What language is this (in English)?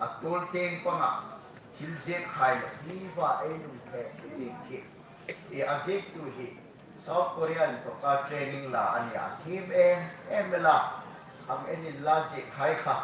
Hmar